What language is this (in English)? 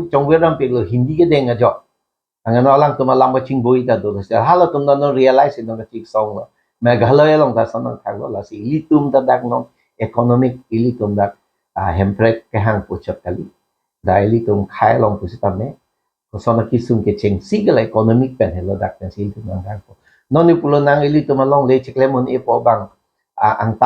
Karbi